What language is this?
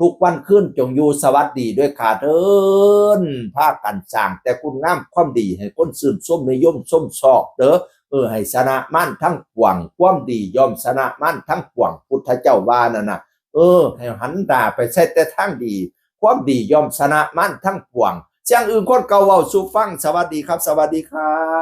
Northeastern Thai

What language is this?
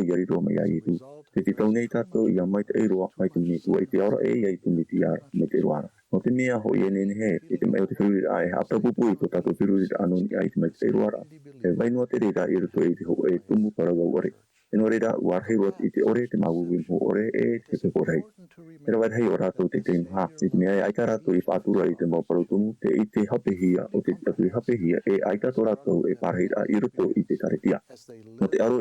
Tahitian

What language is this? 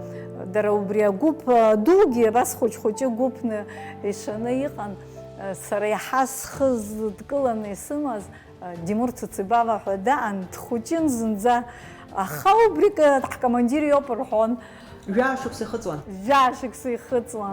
Abkhazian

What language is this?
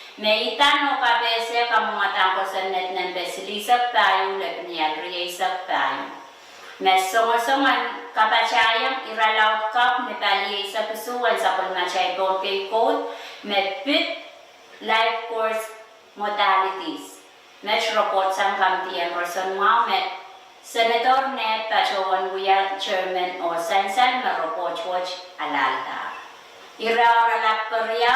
Pohnpeian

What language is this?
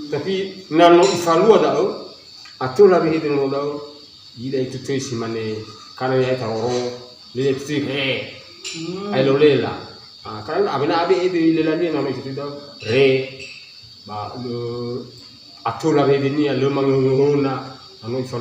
Nias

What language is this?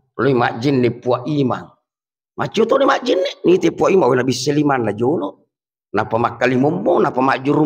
Buginese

